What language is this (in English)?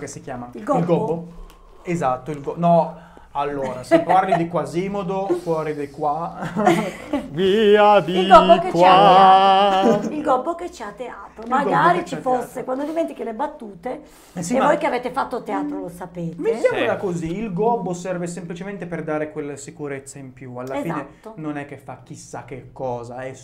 Italian